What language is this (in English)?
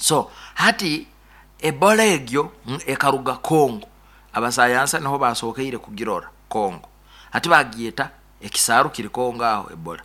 Nyoro